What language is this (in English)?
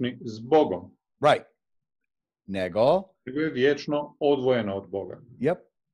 Croatian